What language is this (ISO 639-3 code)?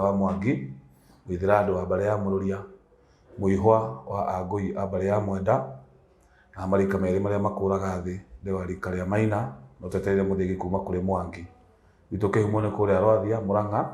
kik